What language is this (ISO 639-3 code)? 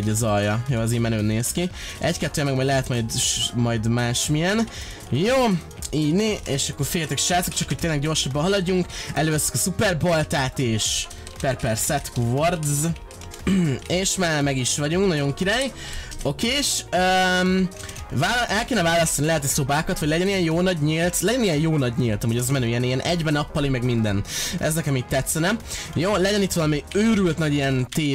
hun